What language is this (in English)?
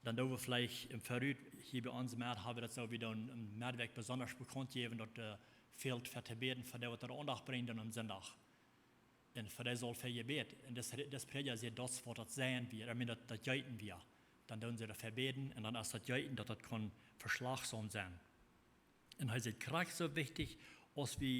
Plautdietsch